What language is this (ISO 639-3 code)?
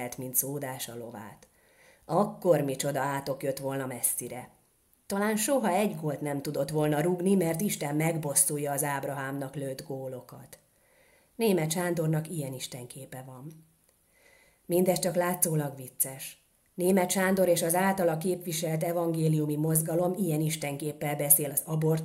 hun